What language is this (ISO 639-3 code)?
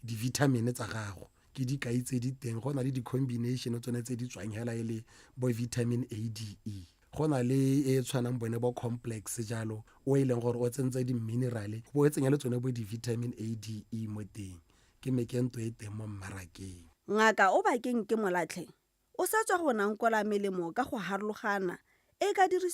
tsn